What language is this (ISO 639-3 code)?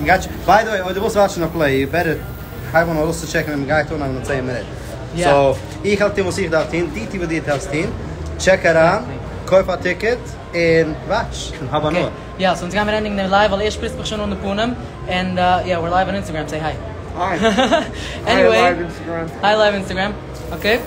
yid